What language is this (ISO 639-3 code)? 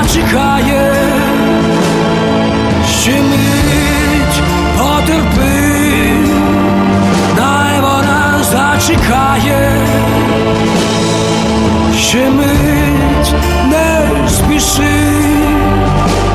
ukr